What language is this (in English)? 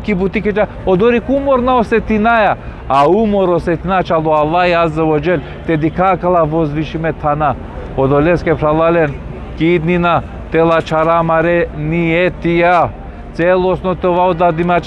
Balkan Romani